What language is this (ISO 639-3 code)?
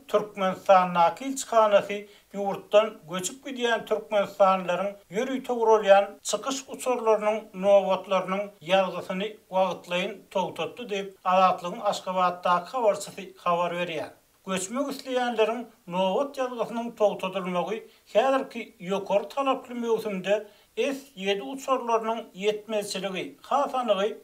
tuk